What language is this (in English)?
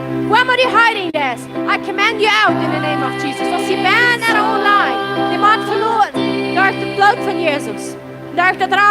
Plautdietsch